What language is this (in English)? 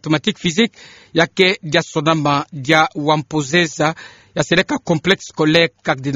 Kituba (Democratic Republic of Congo)